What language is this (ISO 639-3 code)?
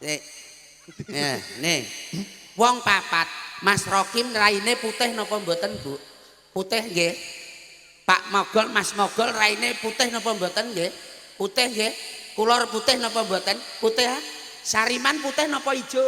jav